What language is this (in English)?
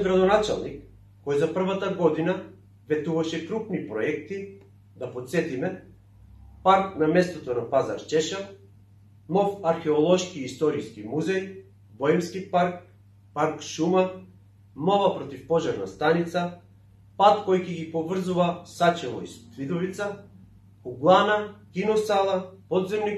Macedonian